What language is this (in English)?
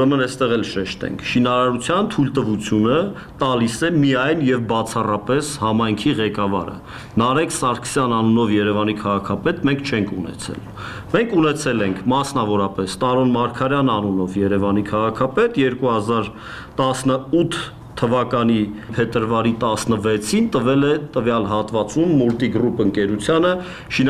Armenian